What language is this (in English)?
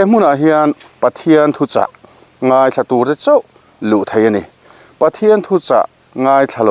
Mizo